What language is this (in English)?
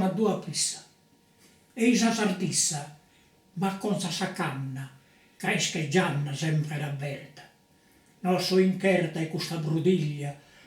Sardinian